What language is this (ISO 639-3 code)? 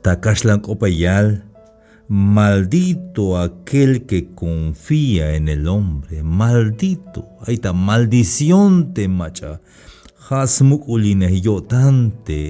tzh